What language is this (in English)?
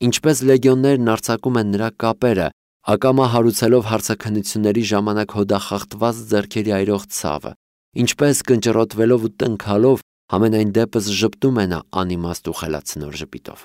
Armenian